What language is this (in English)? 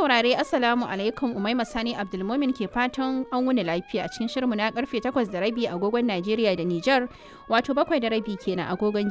Hausa